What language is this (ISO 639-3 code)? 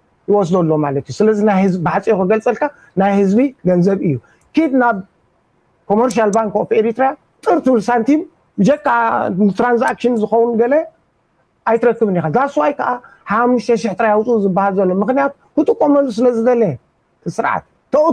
tir